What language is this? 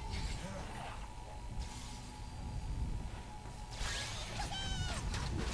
Japanese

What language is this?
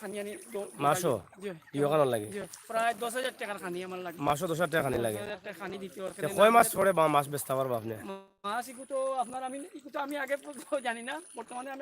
Sylheti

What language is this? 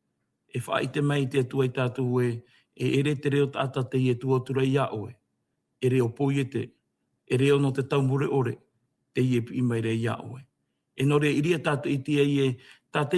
Tahitian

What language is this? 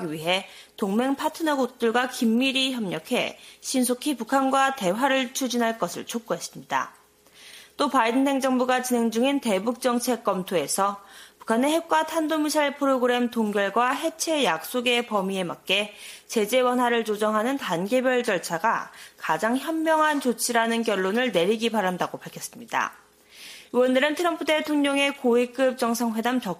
Korean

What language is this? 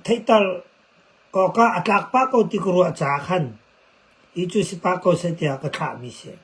Hakha Chin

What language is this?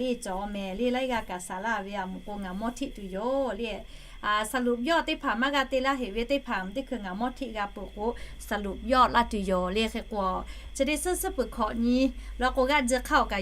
Lahu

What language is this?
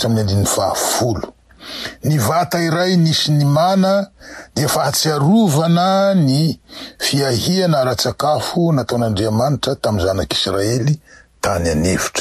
Malagasy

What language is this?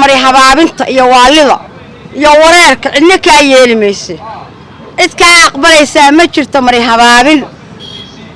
Somali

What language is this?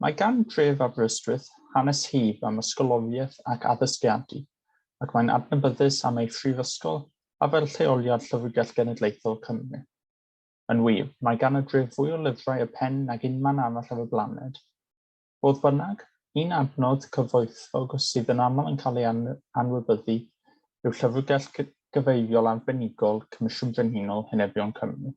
Welsh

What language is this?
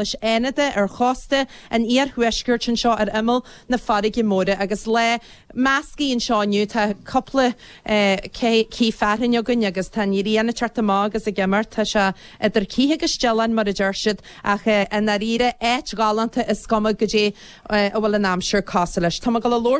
Irish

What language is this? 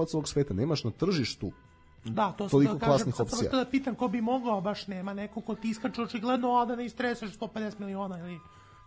Serbian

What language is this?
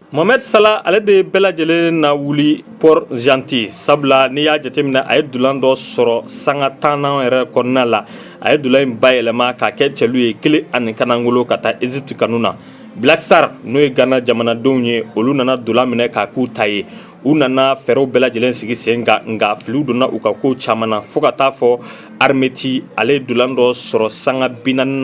Bambara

